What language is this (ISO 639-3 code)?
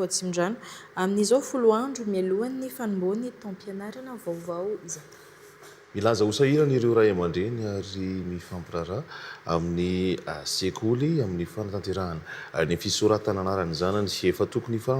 mlg